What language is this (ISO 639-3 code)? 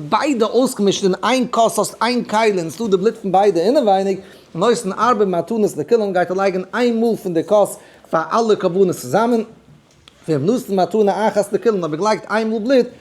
yid